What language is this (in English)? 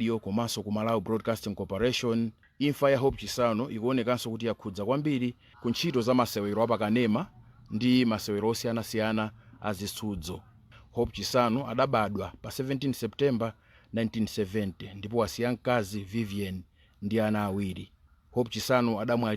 Nyanja